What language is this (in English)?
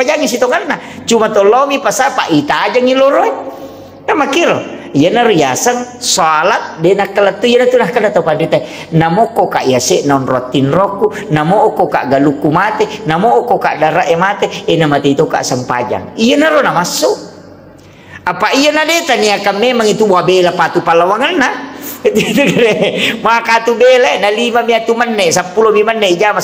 Buginese